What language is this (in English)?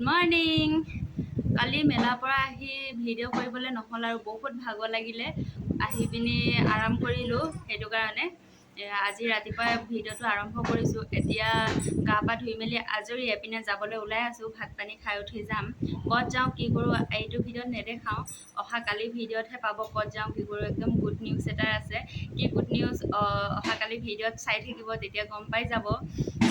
Assamese